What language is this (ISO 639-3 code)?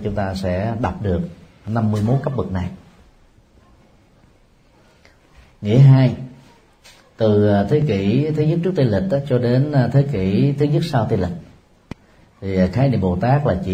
vie